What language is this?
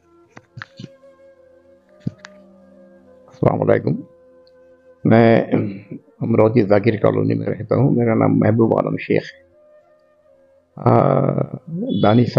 Urdu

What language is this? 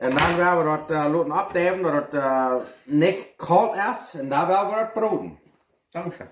Plautdietsch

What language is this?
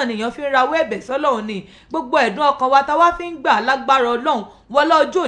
Yoruba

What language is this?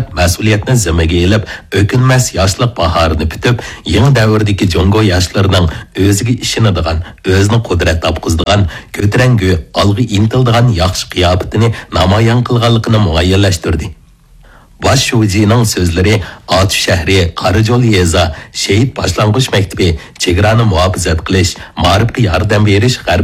Uyghur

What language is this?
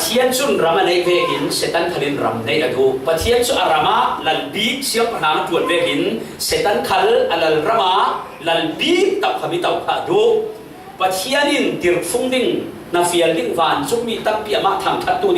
Falam Chin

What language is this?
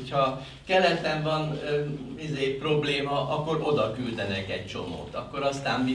Hungarian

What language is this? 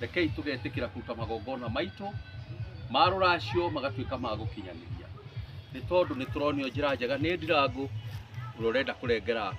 Kikuyu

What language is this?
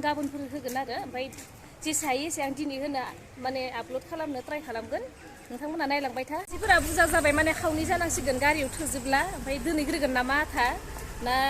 Bodo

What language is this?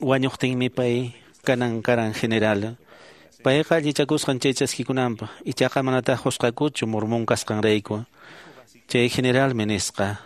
Quechua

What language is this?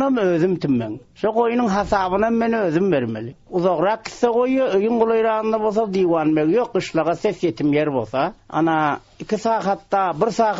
Turkmen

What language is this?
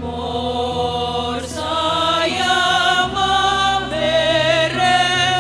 Batak Simalungun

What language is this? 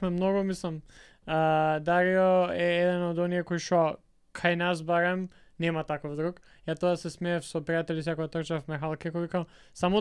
Macedonian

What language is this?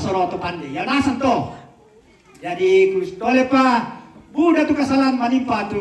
Toraja-Sa'dan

